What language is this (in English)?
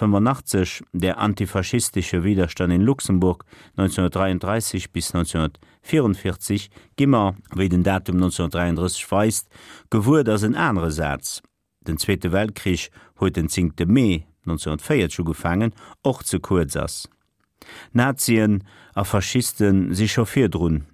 Luxembourgish